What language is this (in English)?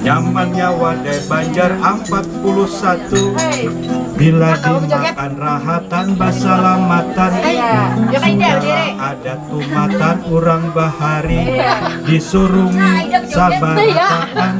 Banjar